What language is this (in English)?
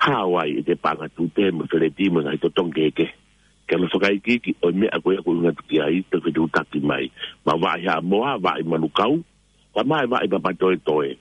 Tongan